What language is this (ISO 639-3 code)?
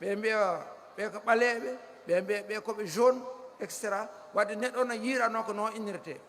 ful